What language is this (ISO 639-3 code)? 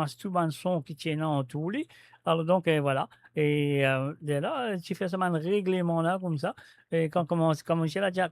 mfe